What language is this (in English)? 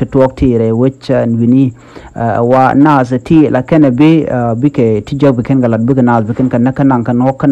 Nuer